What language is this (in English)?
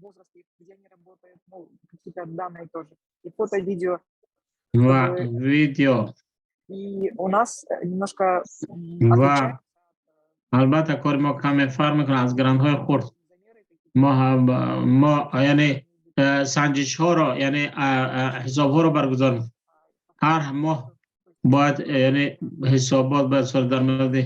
Tajik